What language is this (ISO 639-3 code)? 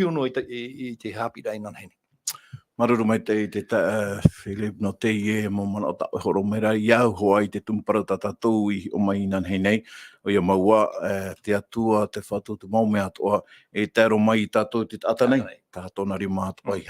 tah